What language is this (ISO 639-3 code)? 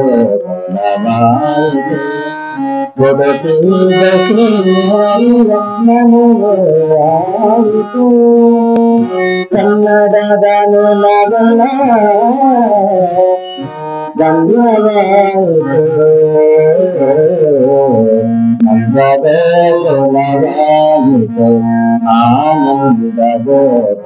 kan